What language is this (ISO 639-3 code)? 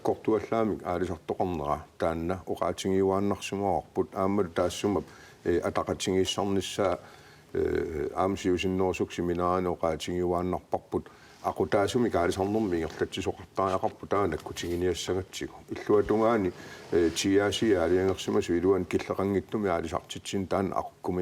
kal